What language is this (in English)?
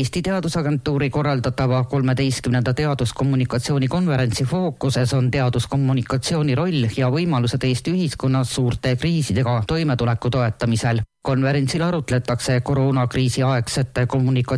Estonian